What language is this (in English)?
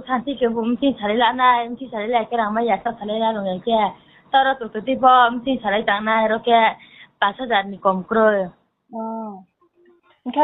Riang (India)